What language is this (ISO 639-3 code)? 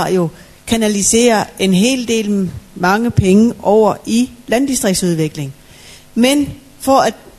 dan